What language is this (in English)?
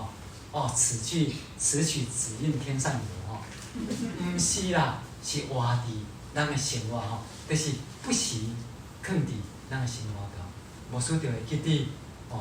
Min Nan Chinese